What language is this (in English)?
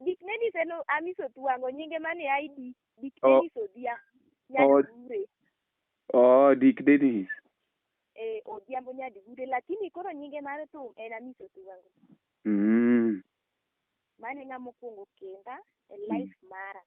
Luo (Kenya and Tanzania)